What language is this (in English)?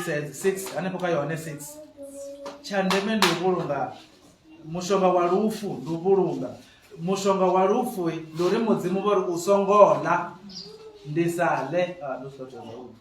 Venda